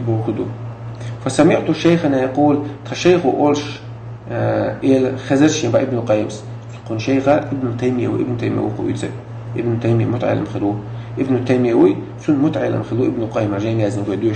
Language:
Chechen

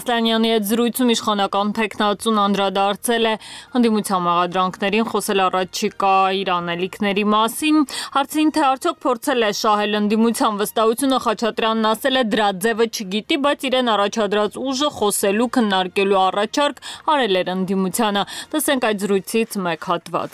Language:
Armenian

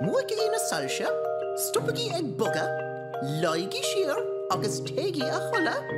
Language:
Irish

